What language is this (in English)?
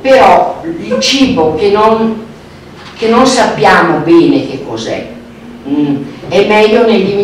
Italian